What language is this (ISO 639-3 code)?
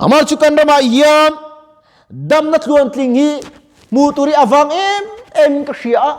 lus